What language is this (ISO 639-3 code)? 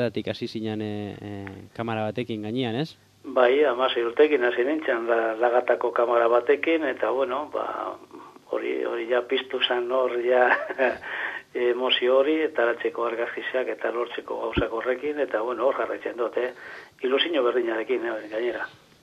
eus